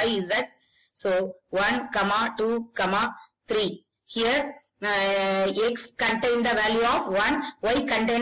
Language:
English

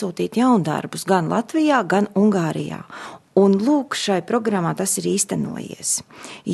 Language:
Latvian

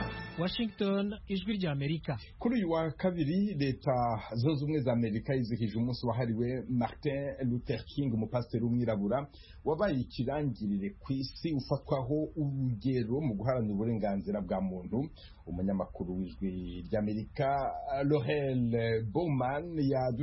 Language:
Kinyarwanda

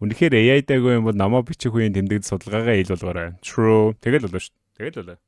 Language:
Mongolian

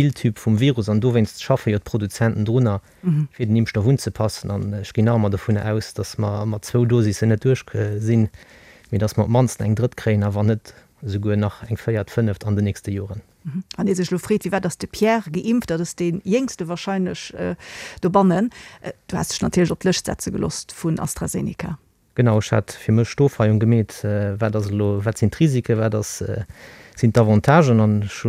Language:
Luxembourgish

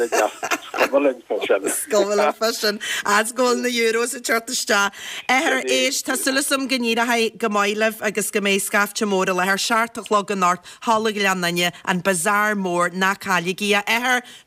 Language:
Irish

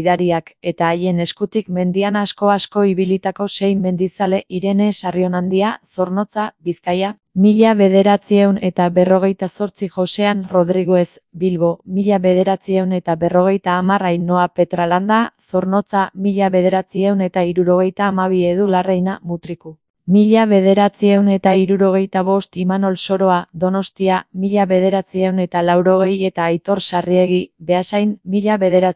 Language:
Basque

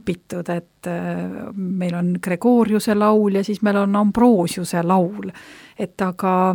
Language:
Estonian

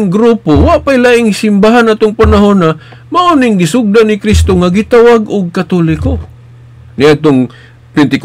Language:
Cebuano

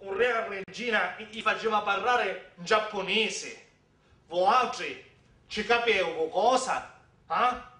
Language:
Sicilian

